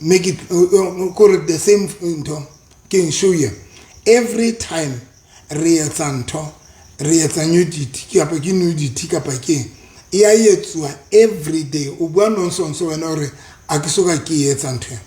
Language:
Southern Sotho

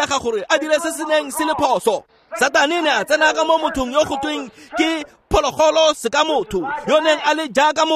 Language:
Tswana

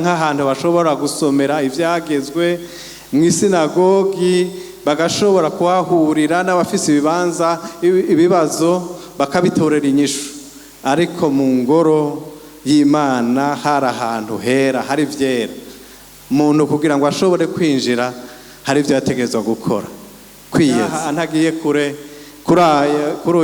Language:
Rundi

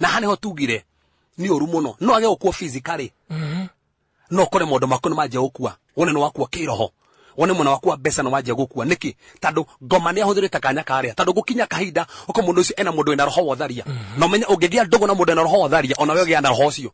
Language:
Kikuyu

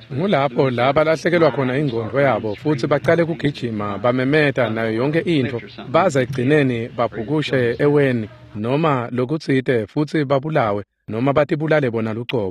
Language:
Swati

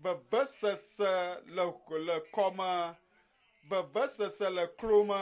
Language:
Ewe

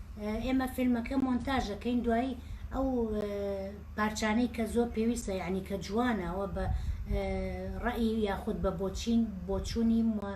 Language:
Central Kurdish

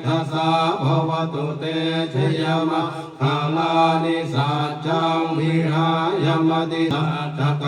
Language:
Pali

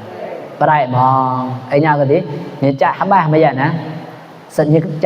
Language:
Mon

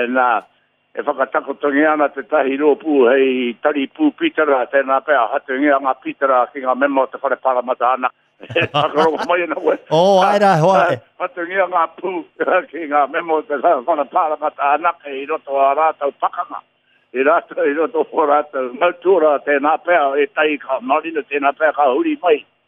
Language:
Māori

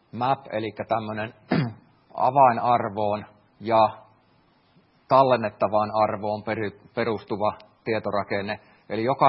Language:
Finnish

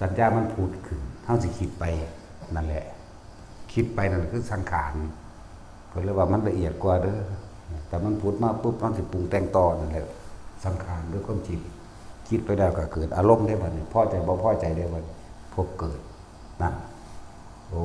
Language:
Northeastern Thai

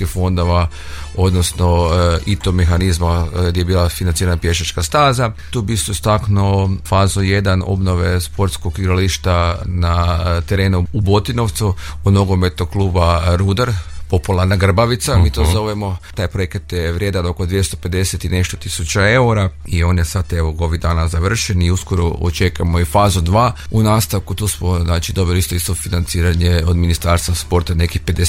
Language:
Croatian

